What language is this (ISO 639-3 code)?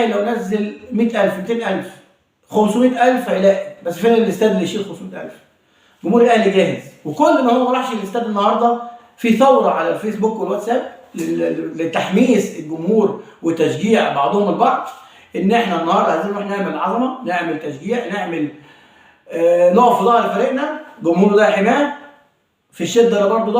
arz